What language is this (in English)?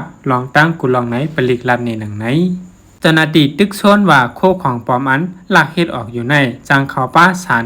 Shan